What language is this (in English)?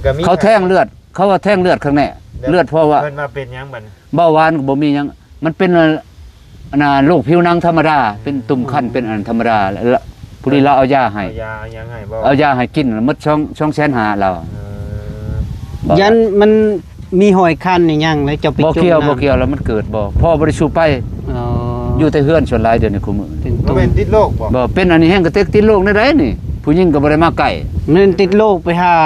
Lao